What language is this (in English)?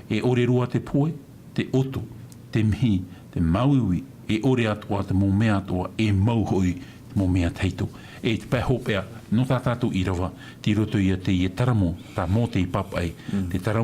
Tahitian